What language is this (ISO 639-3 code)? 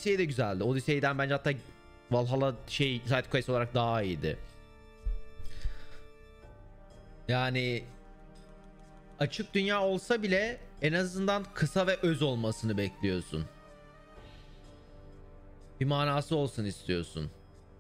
tur